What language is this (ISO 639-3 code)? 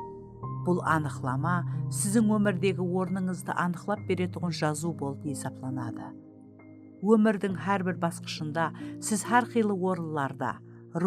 kaa